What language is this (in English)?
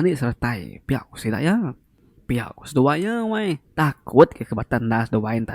Iban